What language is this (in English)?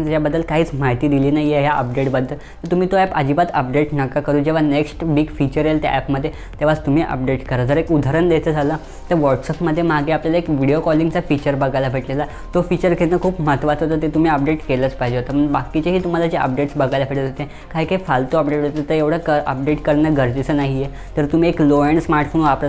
Marathi